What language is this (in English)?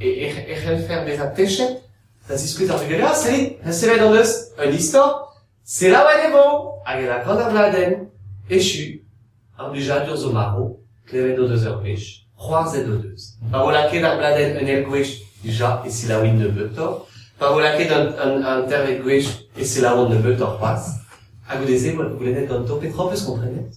Breton